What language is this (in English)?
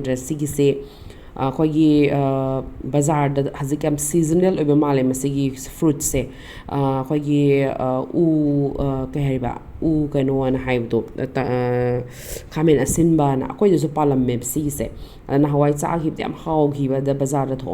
Manipuri